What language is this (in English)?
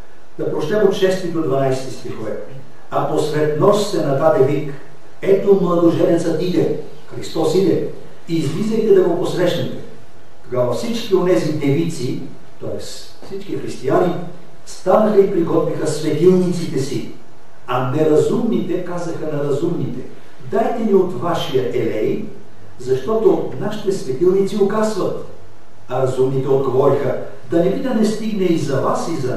Bulgarian